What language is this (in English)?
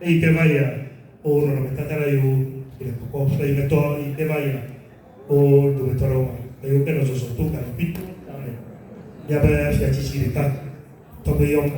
Ewe